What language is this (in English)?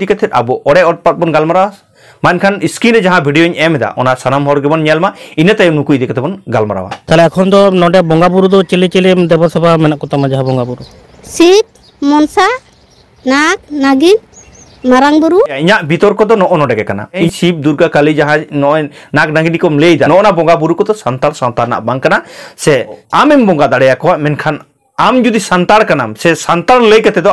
Santali